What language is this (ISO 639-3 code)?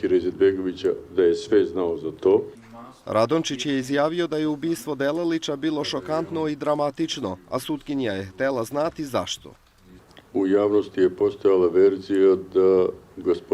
bos